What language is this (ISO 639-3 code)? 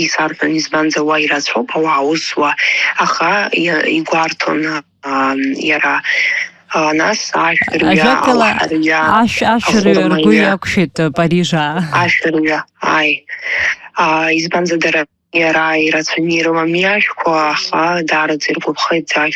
abk